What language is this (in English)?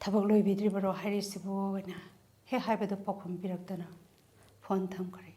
Manipuri